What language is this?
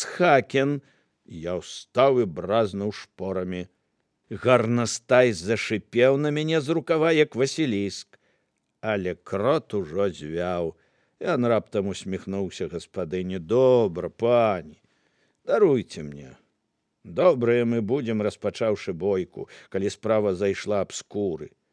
Belarusian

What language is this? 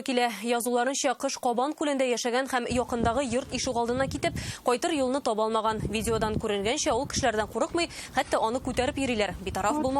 Tatar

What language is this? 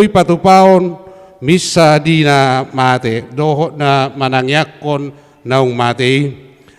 Batak Toba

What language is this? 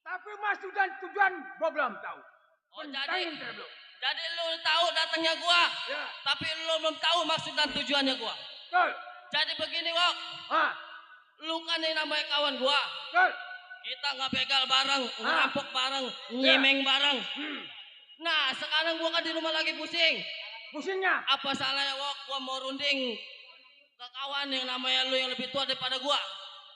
Betawi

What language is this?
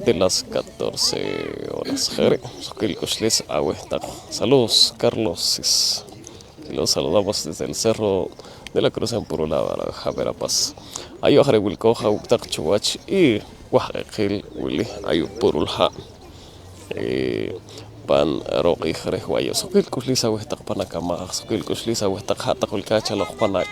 Poqomchi'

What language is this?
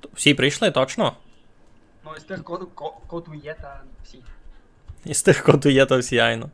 Rusyn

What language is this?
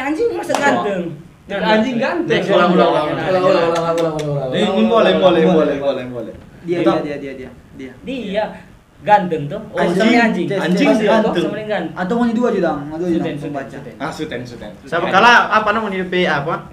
Manado Malay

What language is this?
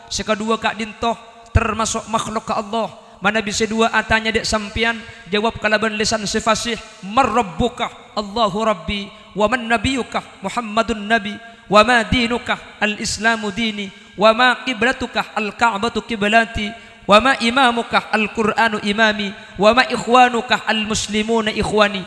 Madurese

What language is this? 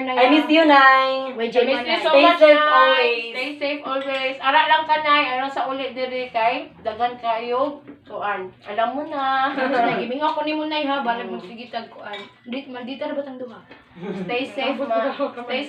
Cebuano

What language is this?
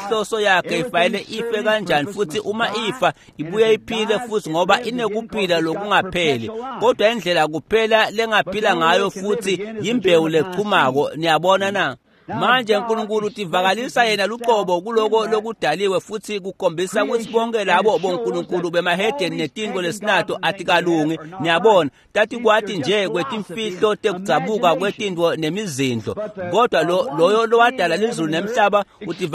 Swati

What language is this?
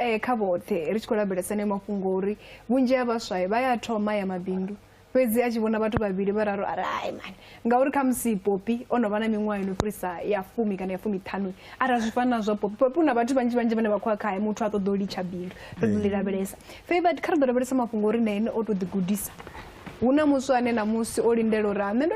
Venda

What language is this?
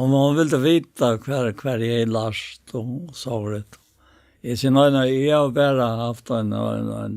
Faroese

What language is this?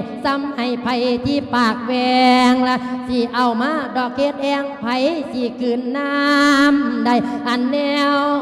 Lao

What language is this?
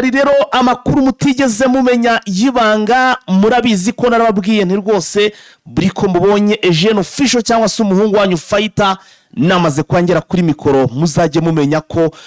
Kinyarwanda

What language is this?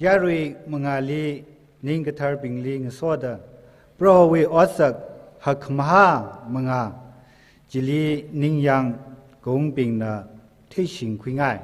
Tangkhul Naga (India)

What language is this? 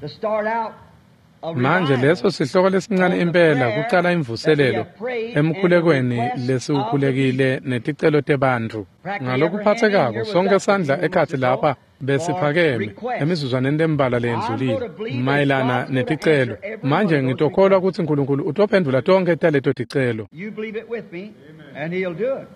Swati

